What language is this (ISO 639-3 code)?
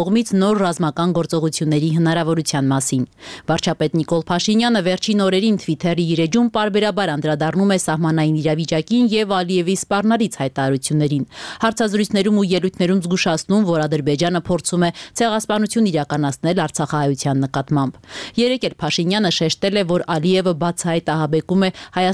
hye